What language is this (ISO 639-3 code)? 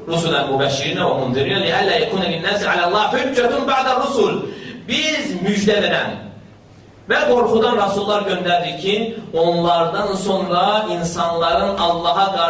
aze